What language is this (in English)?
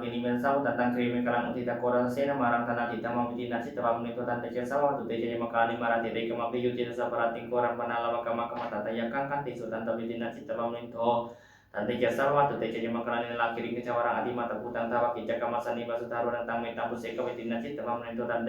Pali